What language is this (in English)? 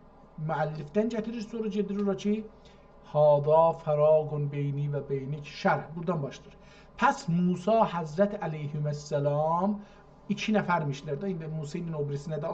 South Azerbaijani